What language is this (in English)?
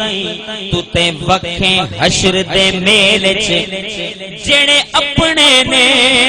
Saraiki